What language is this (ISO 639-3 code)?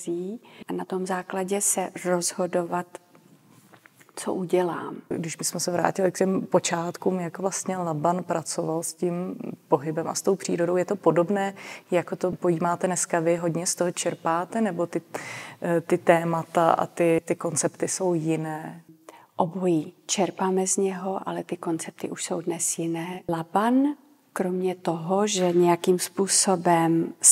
ces